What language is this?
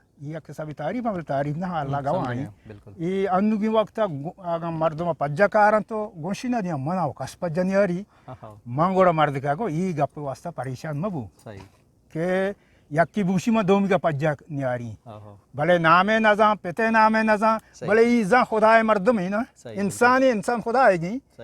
Eastern Balochi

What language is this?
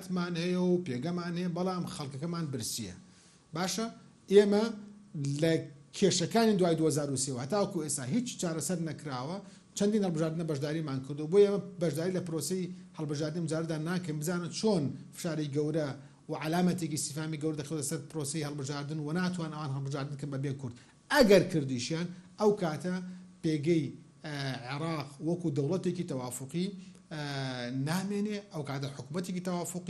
Central Kurdish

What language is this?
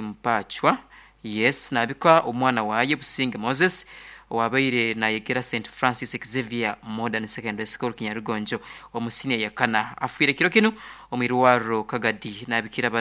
Nyoro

